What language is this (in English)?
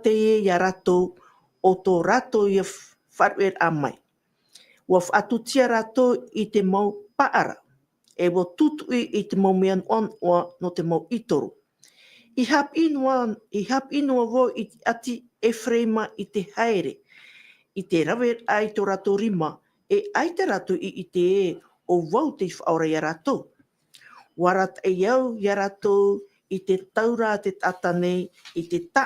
Tahitian